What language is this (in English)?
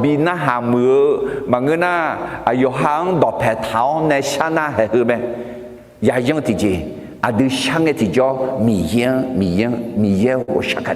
Akha